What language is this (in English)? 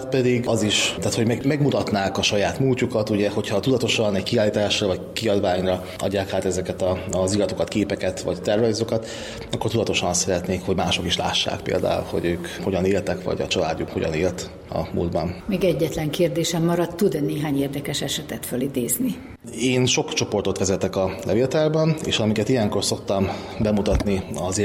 Hungarian